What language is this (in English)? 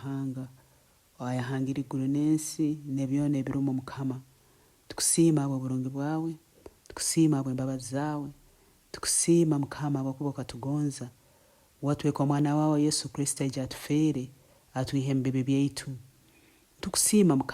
Nyoro